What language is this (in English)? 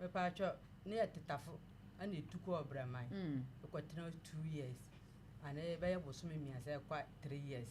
Akan